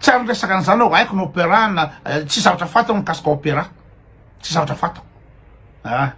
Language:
Malagasy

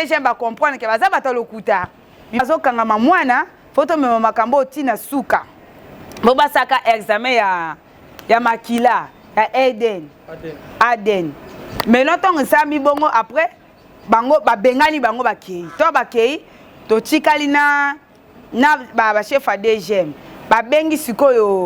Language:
Lingala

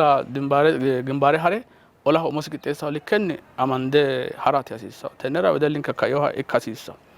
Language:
Sidamo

